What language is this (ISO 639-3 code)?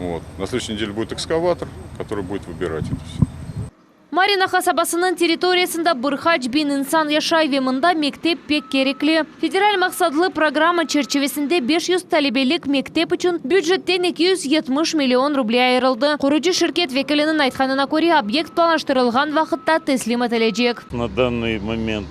crh